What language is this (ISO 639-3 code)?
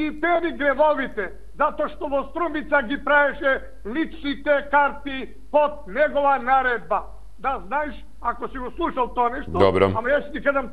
mkd